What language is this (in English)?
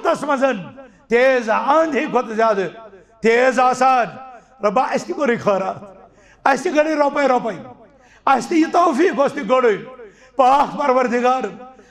Kashmiri